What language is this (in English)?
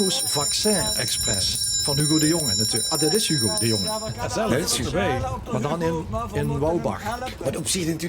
Limburgish